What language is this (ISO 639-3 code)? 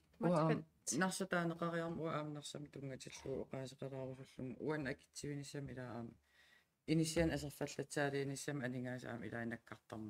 kal